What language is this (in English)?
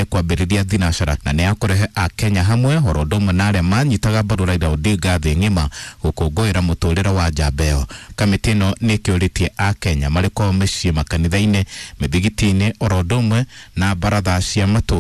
Kikuyu